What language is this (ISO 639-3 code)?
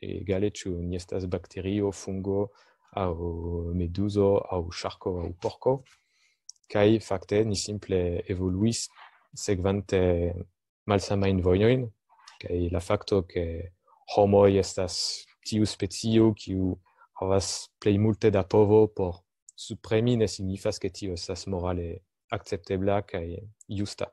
epo